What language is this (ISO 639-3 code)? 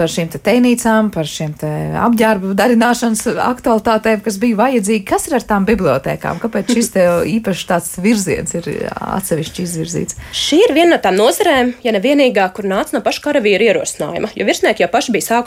lav